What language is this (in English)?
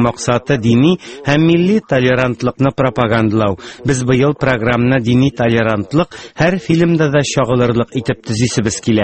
Tatar